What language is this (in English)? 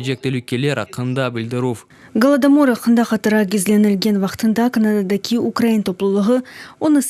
Crimean Tatar